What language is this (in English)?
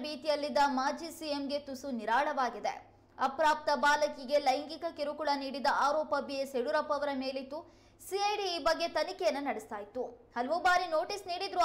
Kannada